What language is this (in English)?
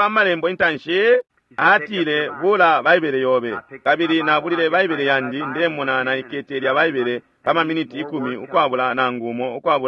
Bemba